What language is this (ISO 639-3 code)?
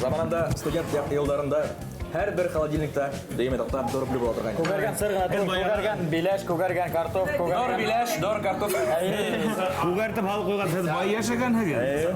bak